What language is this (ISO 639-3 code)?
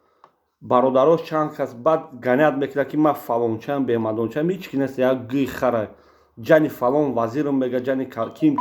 tgk